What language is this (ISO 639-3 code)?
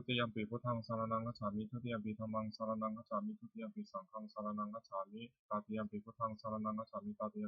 pli